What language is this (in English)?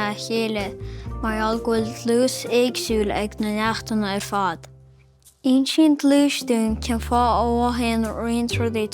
Irish